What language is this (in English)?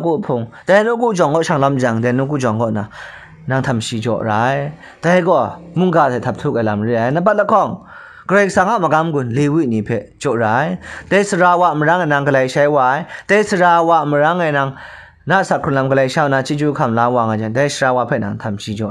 Kachin